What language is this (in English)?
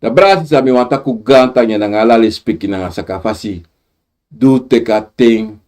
Sranan Tongo